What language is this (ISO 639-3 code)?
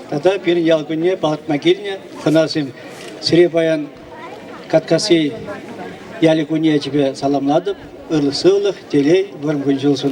chv